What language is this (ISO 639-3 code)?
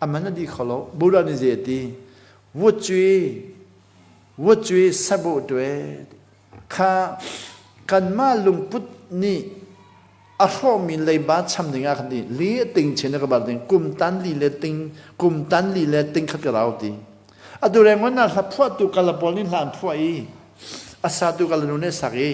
cnh